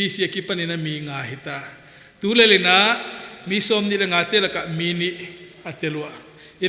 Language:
Paite Chin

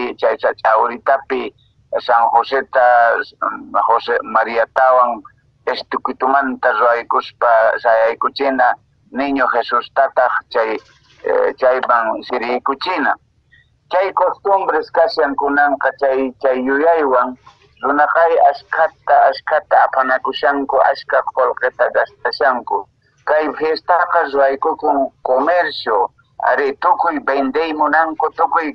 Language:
Quechua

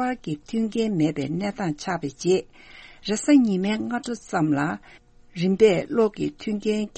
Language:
Tibetan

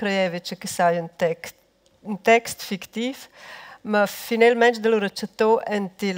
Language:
Romansh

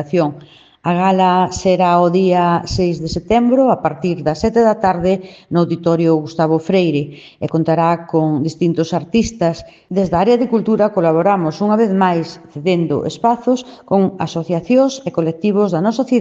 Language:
Galician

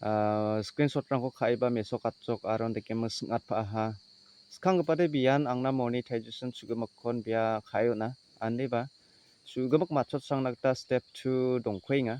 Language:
Garo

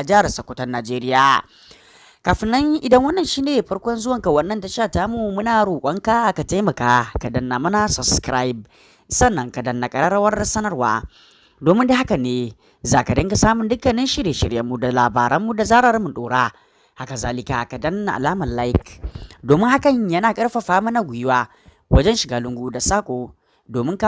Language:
Hausa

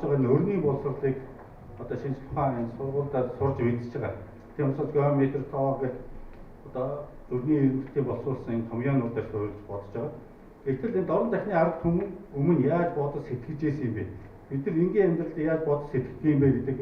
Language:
Mongolian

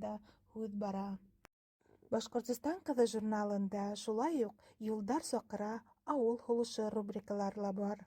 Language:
Bashkir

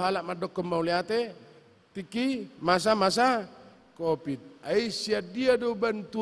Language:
Batak Toba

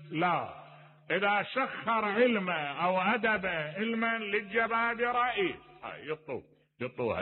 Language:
Mesopotamian Arabic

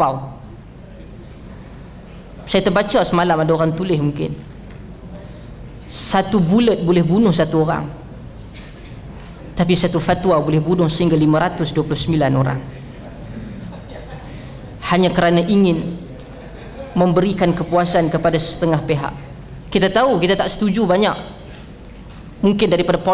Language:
Malay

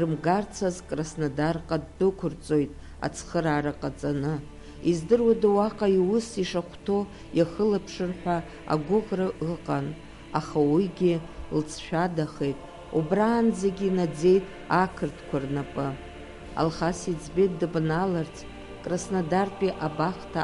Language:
Abkhazian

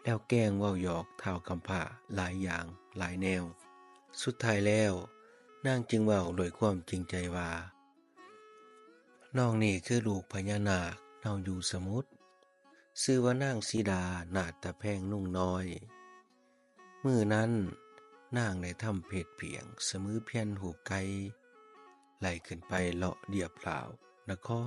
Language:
Lao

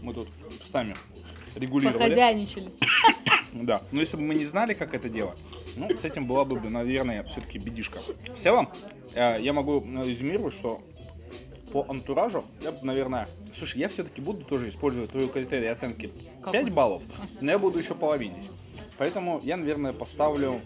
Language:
Russian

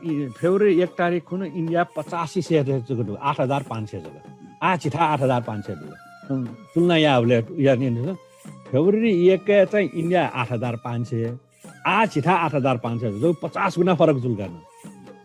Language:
Newari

